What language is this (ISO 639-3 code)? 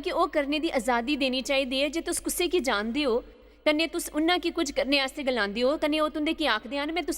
doi